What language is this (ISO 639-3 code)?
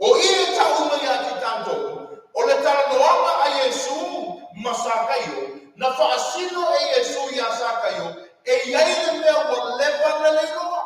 smo